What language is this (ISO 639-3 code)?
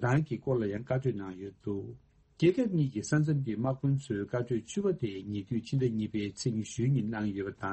bod